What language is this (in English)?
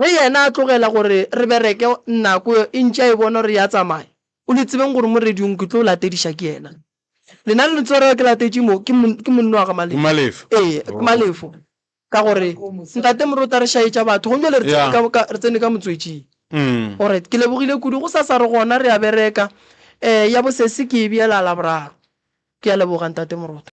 Northern Sotho